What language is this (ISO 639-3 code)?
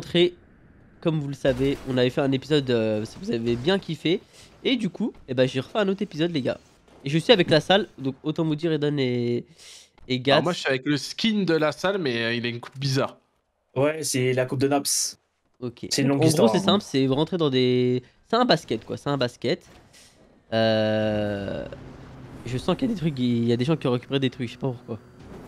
fra